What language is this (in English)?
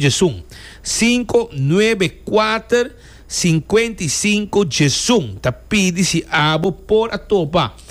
Papiamento